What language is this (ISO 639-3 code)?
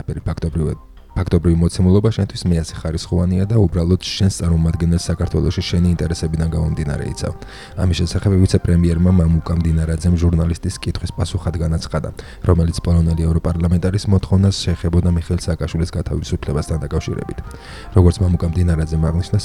kat